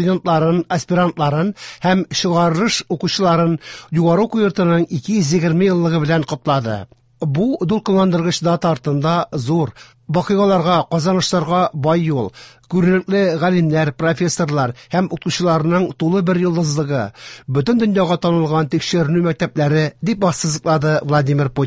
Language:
Tatar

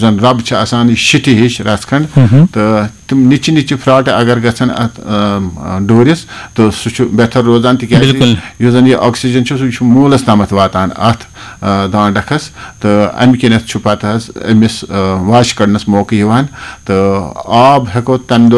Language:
Kashmiri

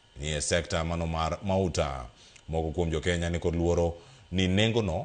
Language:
Luo (Kenya and Tanzania)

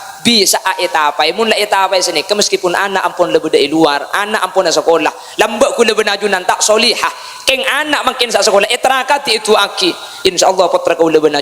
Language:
Madurese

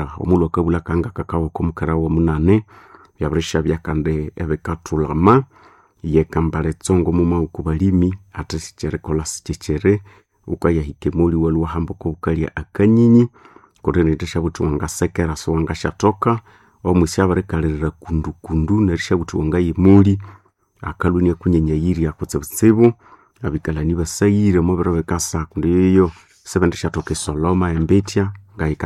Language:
Nande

